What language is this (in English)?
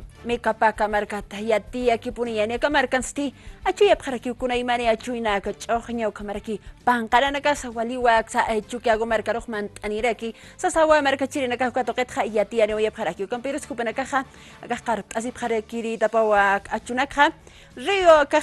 Aymara